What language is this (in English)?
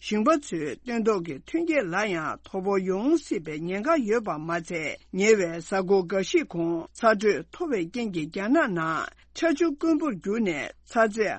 Tibetan